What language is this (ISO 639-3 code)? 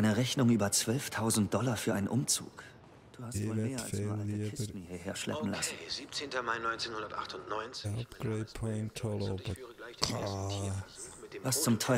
deu